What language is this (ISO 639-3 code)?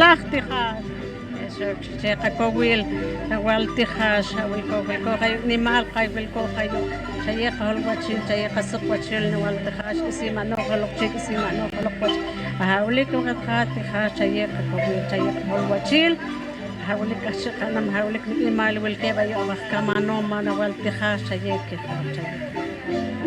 poh